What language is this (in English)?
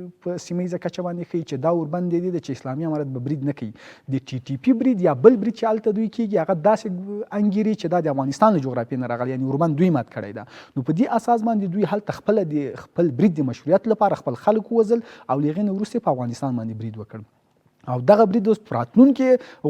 Pashto